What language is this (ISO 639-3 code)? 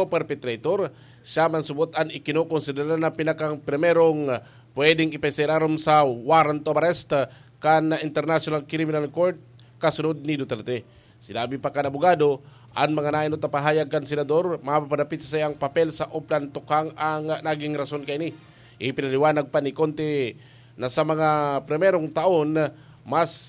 bik